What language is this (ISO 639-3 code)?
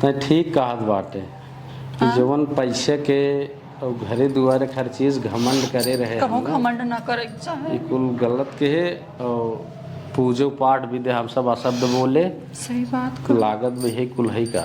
awa